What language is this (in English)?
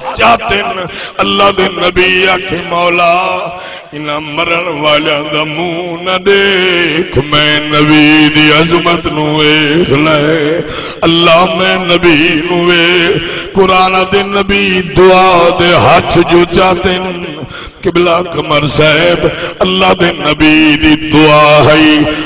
Saraiki